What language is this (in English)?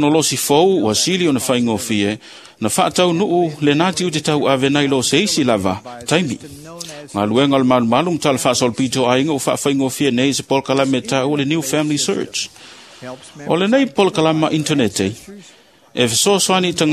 Samoan